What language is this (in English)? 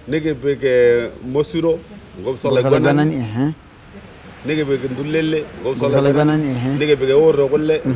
Masai